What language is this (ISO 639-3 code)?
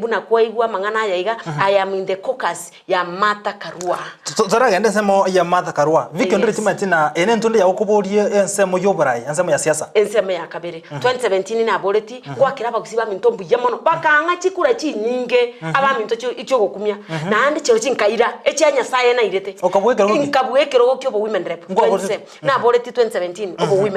guz